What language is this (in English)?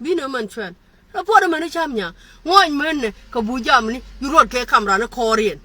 Nuer